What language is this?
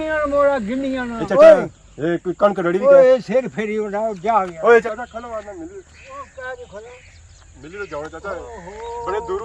Pahari-Potwari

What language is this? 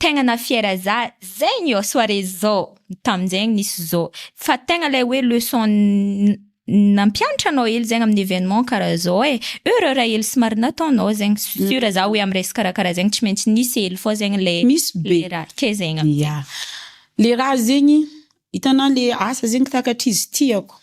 Malagasy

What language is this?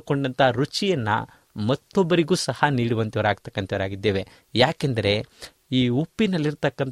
Kannada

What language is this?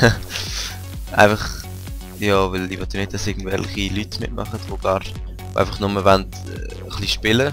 Swiss German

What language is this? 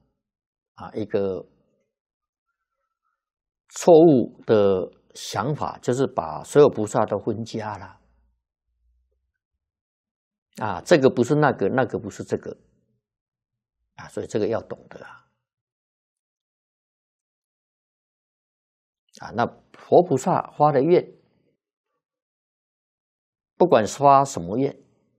Chinese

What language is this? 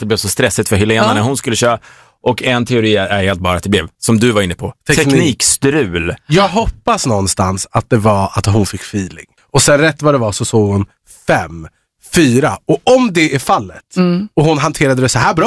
Swedish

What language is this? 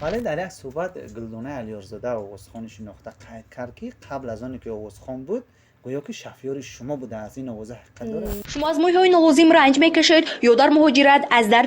Tajik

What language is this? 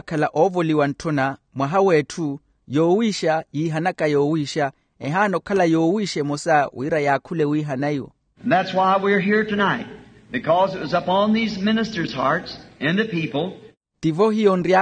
Makhuwa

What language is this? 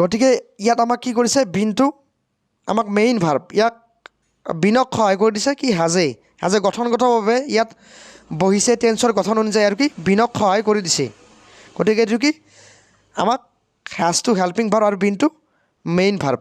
Assamese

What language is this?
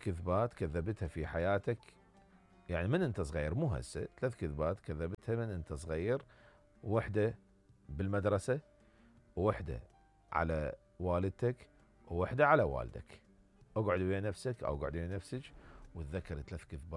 Mesopotamian Arabic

